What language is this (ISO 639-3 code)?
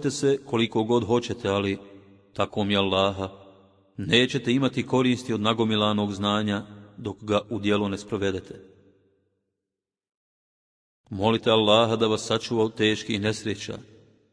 bos